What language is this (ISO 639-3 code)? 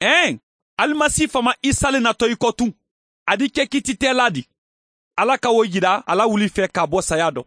man